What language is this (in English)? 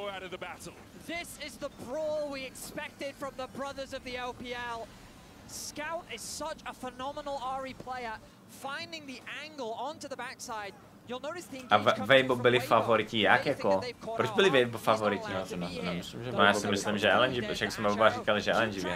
Czech